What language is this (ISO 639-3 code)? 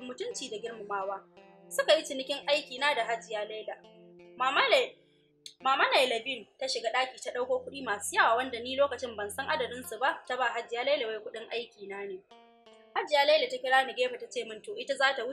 hau